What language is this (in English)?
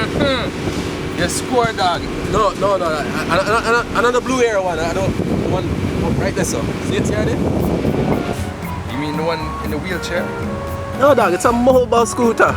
Jamaican Creole English